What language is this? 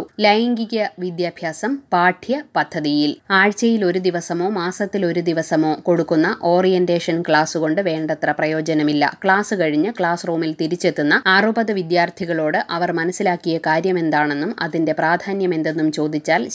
Malayalam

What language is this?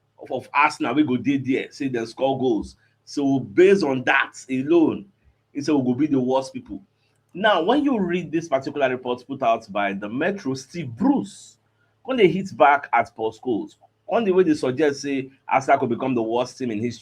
Nigerian Pidgin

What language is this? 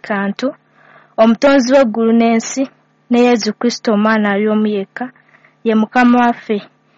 Ganda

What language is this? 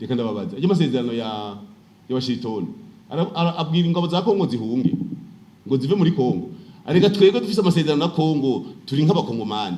Rundi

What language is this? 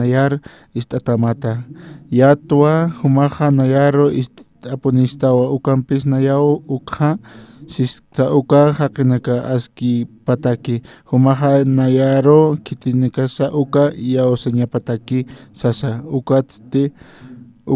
Aymara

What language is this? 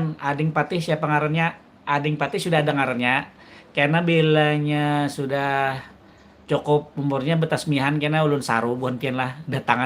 Banjar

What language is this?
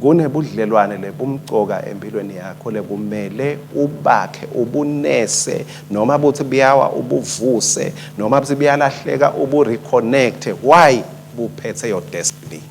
Swati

